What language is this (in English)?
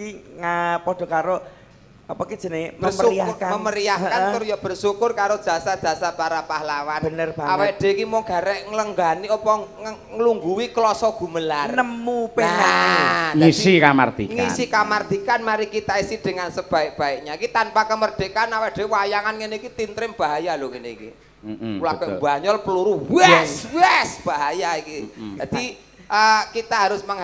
Javanese